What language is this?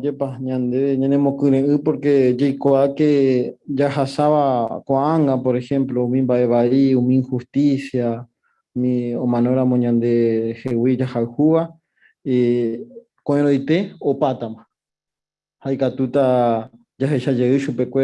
Guarani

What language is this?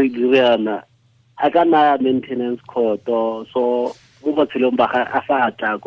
Tswana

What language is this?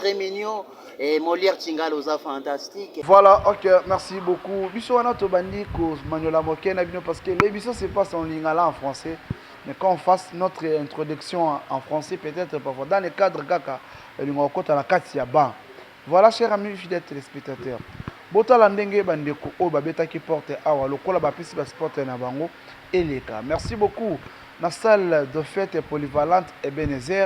Lingala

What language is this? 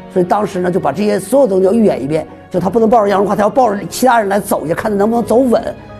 Chinese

